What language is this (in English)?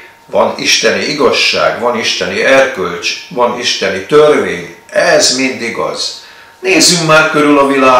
Hungarian